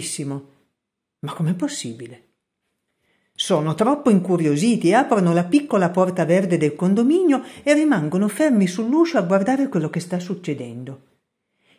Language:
Italian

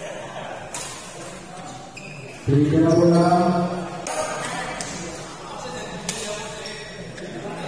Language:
Indonesian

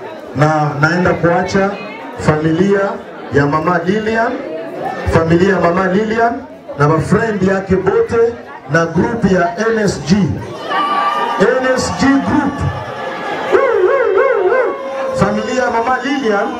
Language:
Swahili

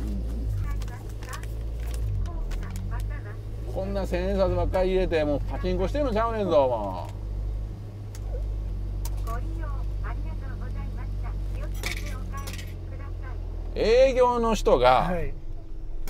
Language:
Japanese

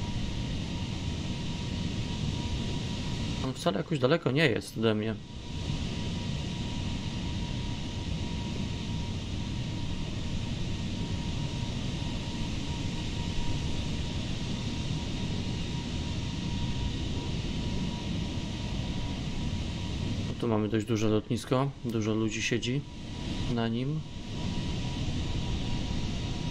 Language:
Polish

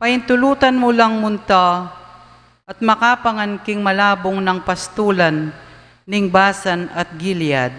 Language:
Pampanga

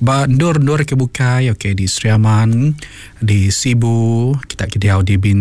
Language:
Iban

